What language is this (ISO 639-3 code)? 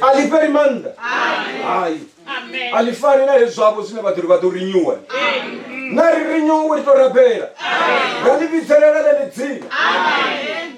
ven